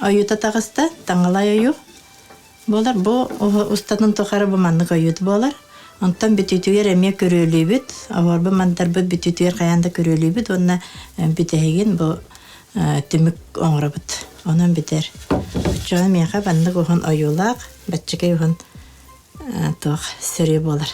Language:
Yakut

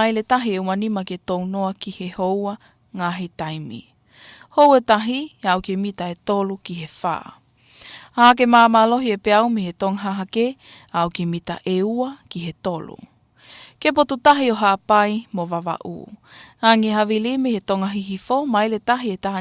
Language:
Tongan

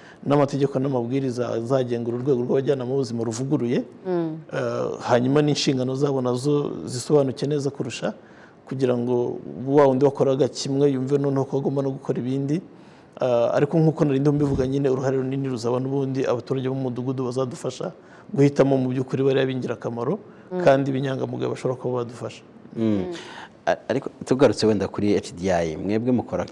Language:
Kinyarwanda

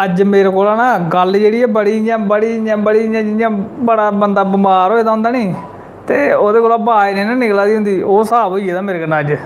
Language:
Dogri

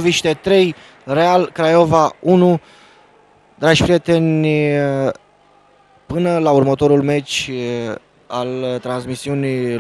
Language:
Romanian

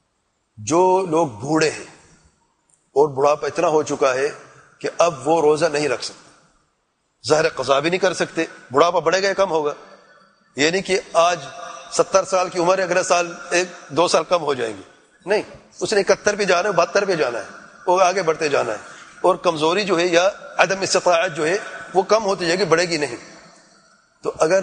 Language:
Urdu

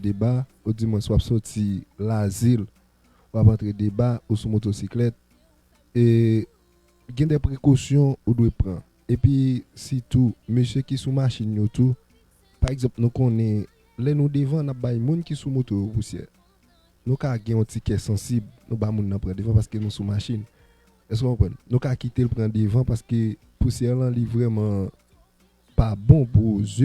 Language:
Haitian Creole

